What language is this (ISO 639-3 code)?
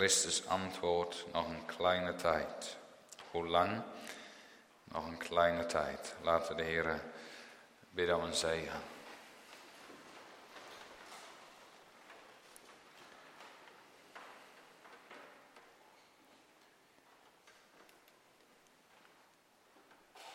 nld